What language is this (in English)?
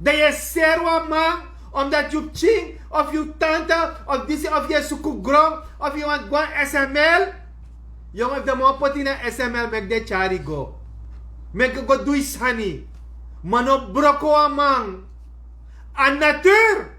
Sranan Tongo